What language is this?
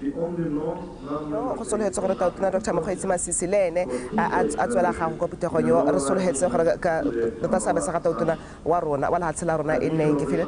Tswana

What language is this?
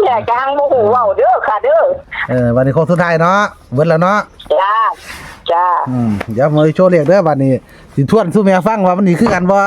Northeastern Thai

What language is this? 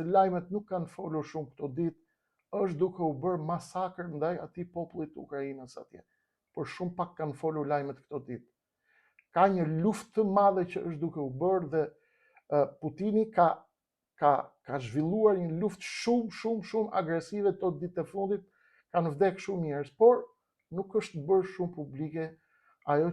Albanian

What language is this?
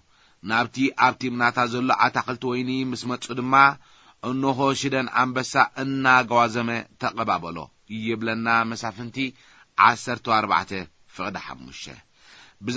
Tigrinya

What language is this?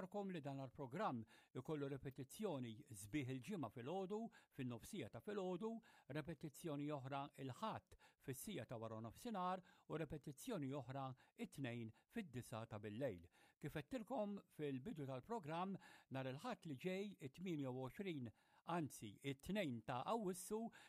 Maltese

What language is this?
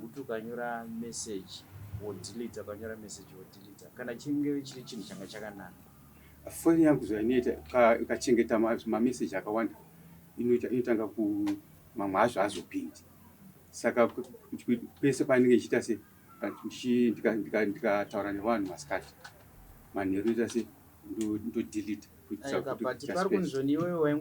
Shona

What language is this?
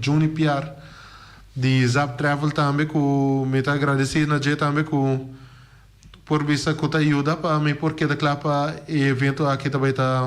Papiamento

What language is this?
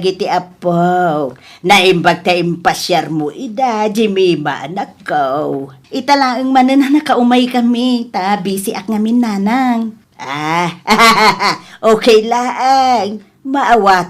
Iloko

